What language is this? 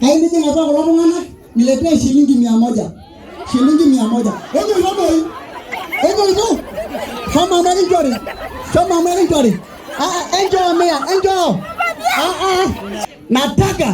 Masai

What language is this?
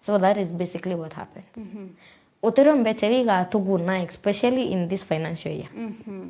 Meru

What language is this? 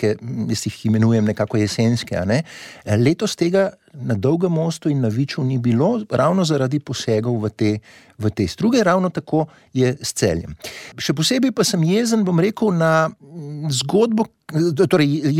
Slovenian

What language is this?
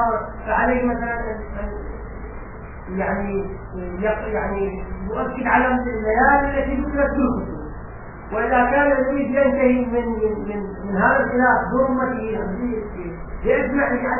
Arabic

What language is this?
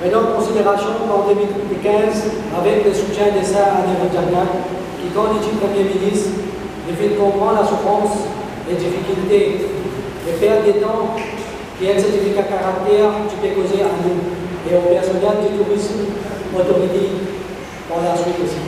Morisyen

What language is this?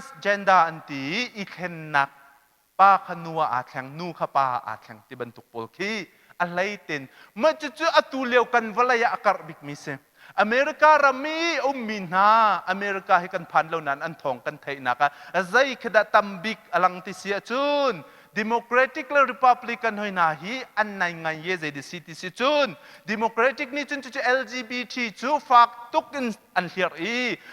Hakha Chin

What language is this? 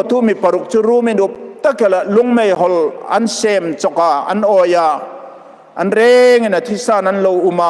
Hmar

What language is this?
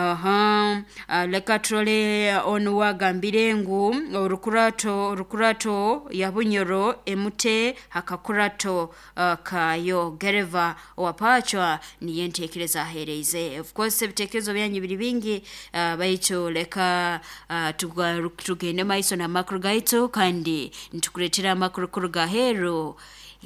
Nyoro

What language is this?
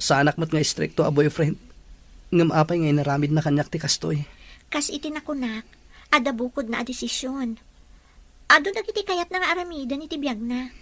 Iloko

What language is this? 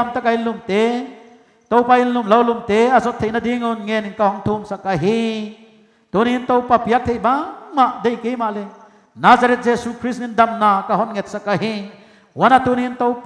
Paite Chin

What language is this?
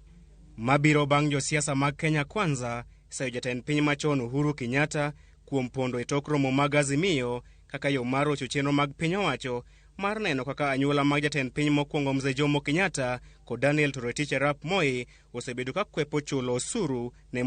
Luo (Kenya and Tanzania)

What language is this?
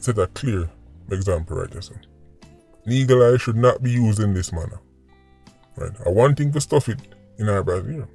Jamaican Creole English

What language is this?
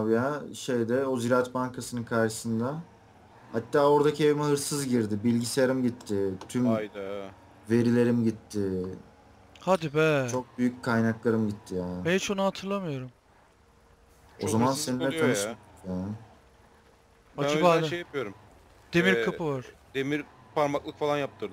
Turkish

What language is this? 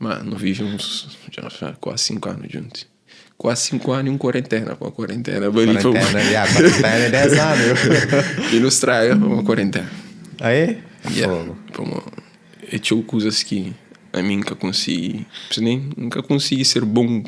Kabuverdianu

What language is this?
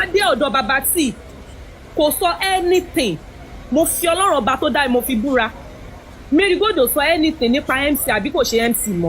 Yoruba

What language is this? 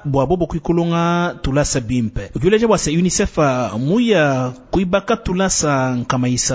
Luba-Lulua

